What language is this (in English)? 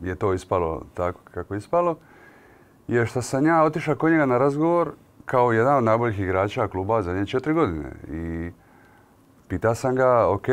Croatian